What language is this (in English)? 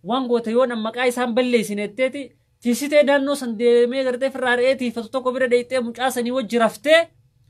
Oromo